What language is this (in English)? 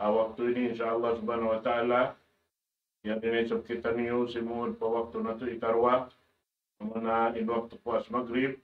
Tausug